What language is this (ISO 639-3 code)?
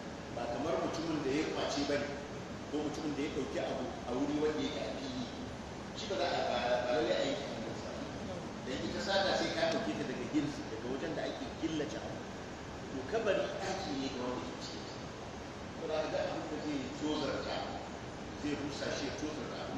hau